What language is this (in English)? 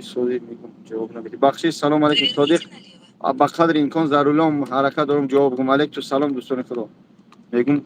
Tajik